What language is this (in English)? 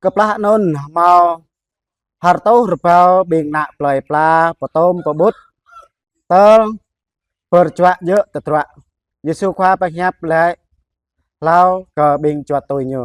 Jarai